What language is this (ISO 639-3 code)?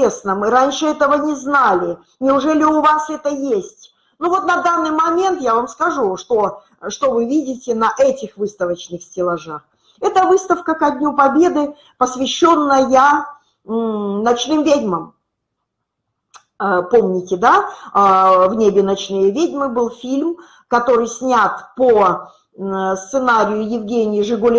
rus